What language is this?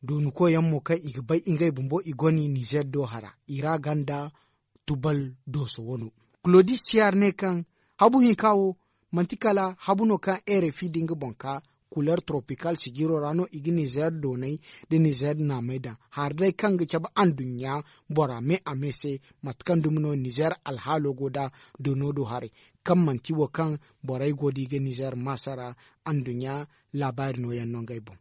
Zarma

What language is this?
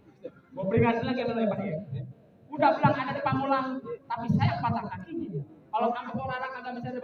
Betawi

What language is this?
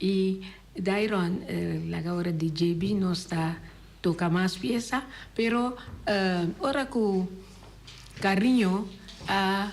Papiamento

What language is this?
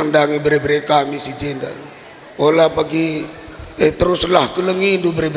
Batak Karo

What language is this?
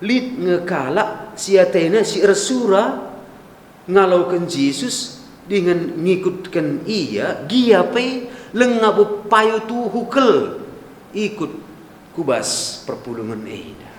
Batak Karo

